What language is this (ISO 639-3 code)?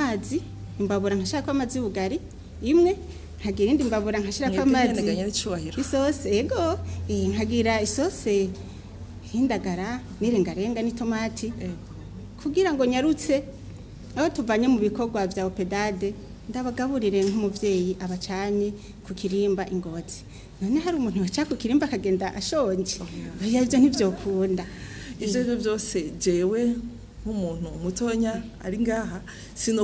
run